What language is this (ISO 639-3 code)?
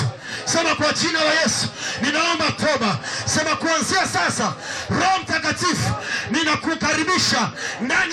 swa